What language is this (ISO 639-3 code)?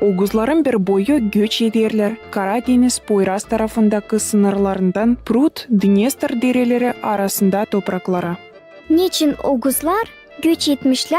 gag